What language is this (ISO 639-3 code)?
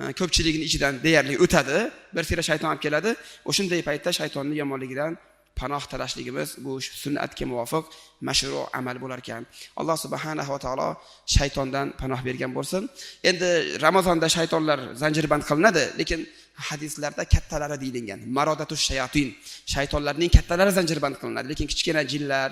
uzb